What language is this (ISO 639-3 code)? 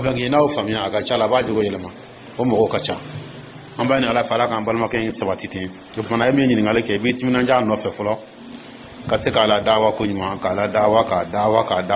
dyu